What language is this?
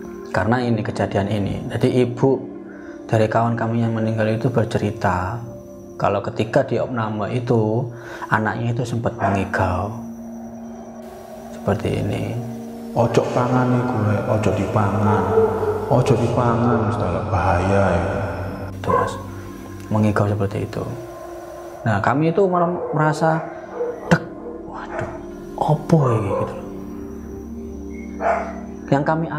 Indonesian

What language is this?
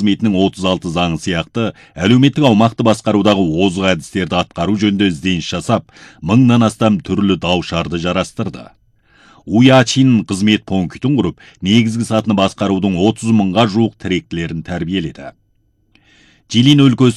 Kazakh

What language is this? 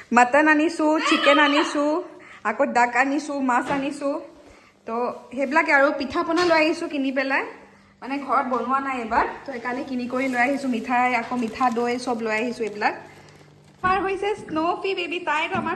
Assamese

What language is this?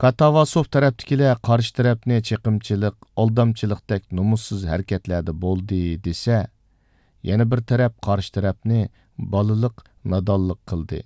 Uyghur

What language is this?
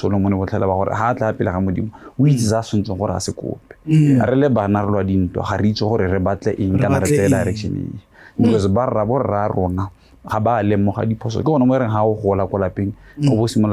Tswana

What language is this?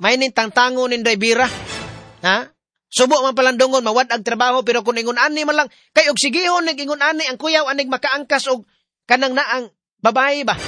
Cebuano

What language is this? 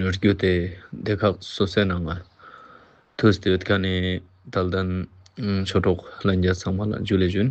Ladakhi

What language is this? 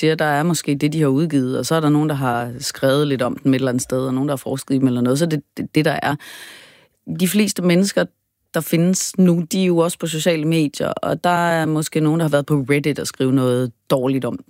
Danish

